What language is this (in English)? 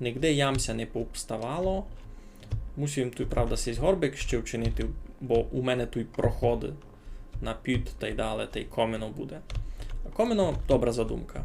Rusyn